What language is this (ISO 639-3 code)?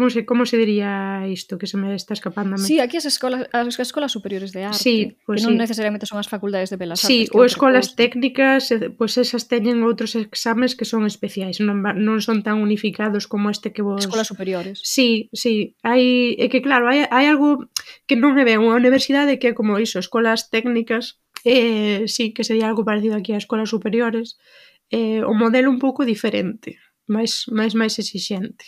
glg